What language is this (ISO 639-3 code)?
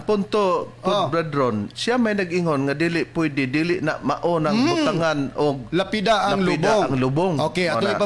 ceb